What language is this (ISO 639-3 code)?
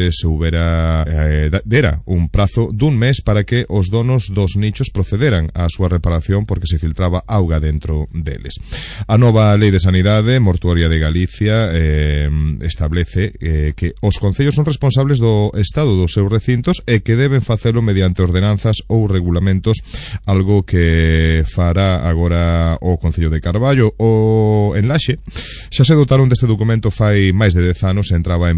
glg